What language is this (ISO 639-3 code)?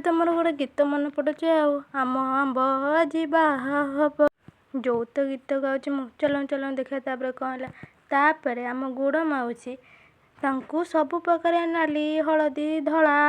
ori